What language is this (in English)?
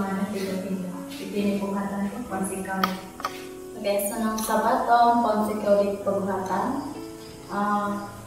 Central Dusun